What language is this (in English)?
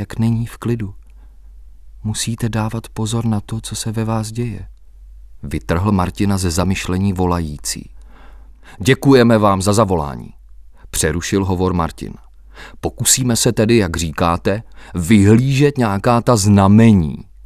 Czech